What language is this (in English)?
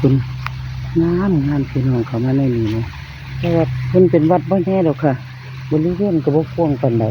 Northeastern Thai